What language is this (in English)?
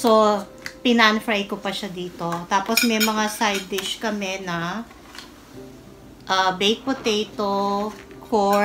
Filipino